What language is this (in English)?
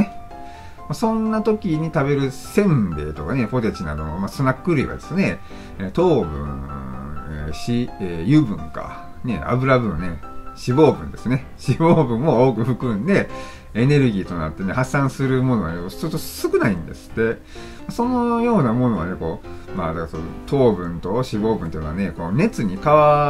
Japanese